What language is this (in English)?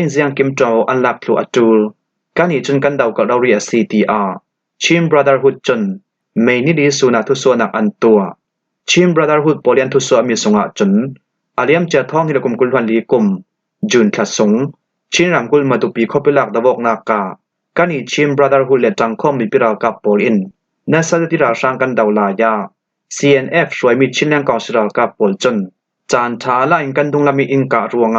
Falam Chin